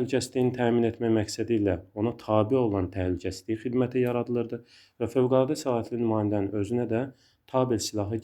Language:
Azerbaijani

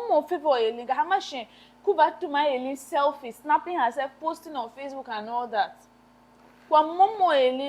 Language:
Tiv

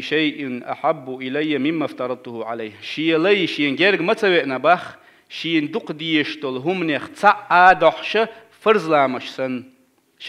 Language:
Chechen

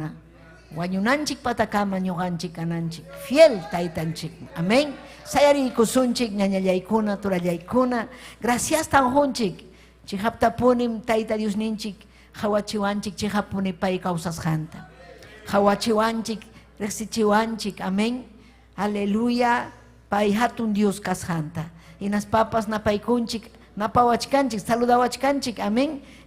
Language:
Ayacucho Quechua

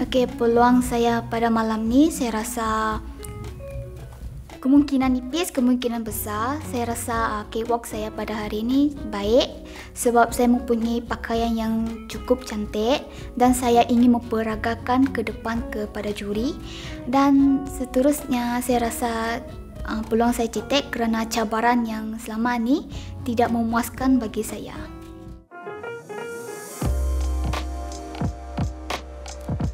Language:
Malay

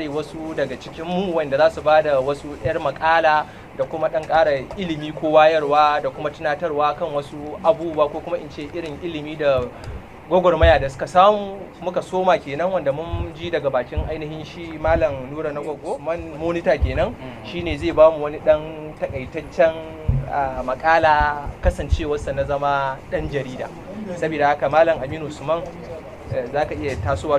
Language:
Hausa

